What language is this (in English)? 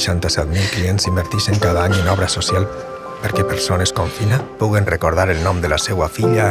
Catalan